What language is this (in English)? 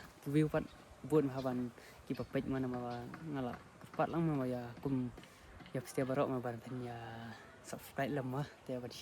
Khasi